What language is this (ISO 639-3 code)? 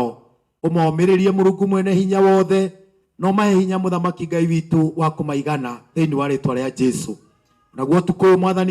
kik